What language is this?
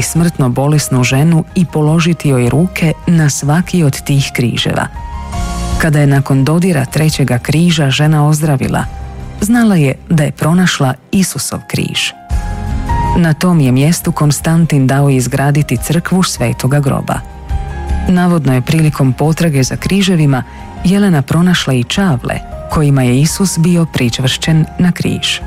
Croatian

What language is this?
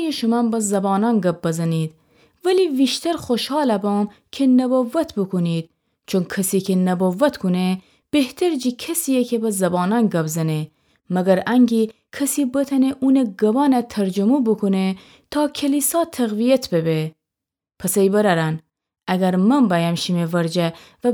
Gilaki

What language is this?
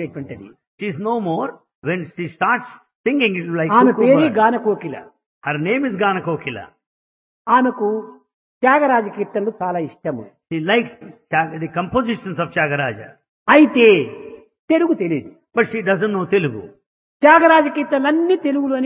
Telugu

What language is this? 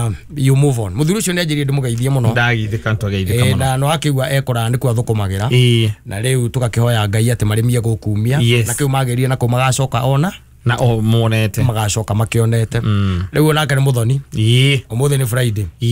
Kikuyu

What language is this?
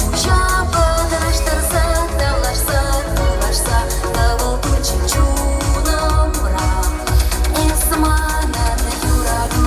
Chuvash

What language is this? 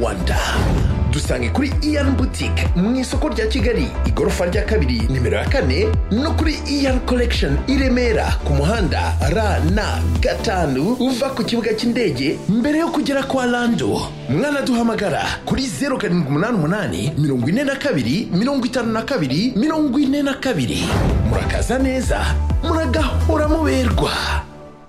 Kinyarwanda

